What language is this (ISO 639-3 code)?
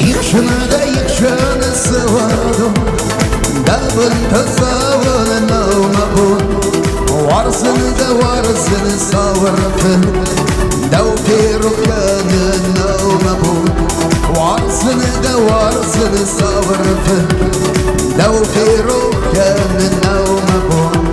oss